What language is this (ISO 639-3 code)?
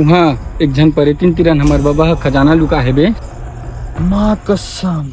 hne